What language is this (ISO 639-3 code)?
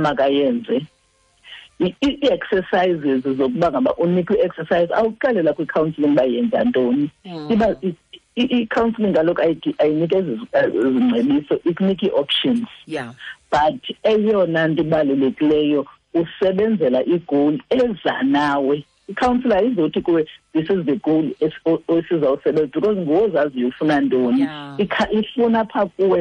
xho